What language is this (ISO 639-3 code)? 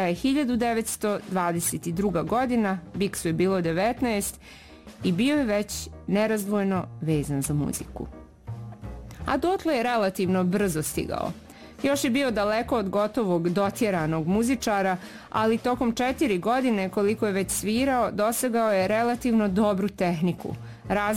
bos